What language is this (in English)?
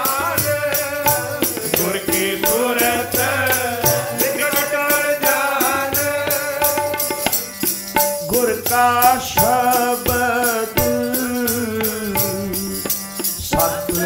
Punjabi